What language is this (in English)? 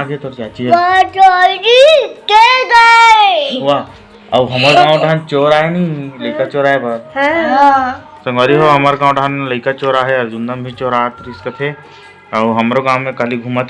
Chhattisgarhi